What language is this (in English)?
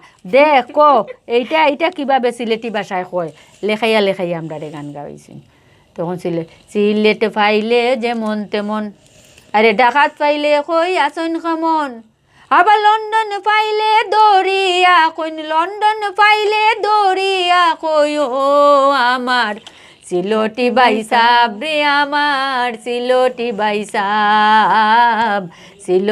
Sylheti